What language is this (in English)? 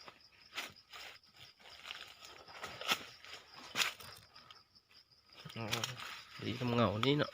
Lao